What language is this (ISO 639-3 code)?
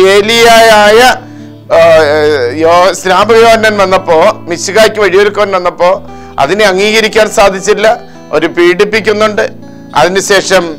mal